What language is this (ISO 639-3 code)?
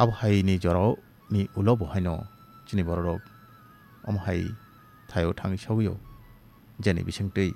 trp